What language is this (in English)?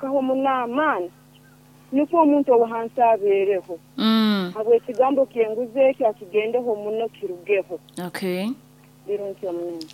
Nyankole